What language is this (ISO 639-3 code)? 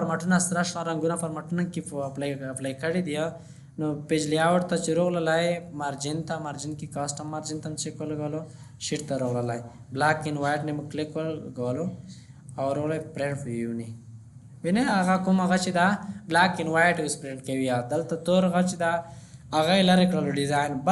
pus